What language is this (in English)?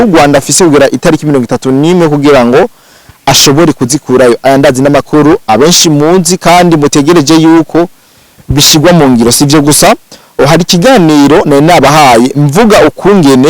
Rundi